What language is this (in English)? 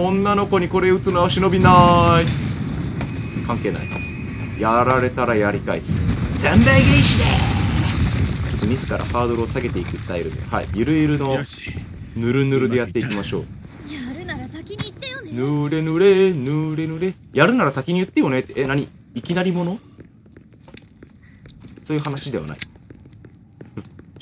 Japanese